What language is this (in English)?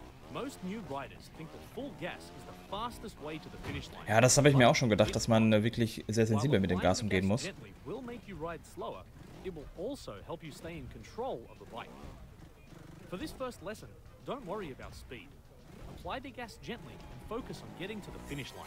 German